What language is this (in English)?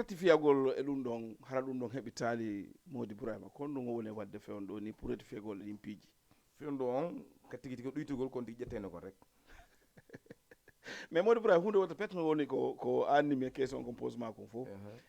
Fula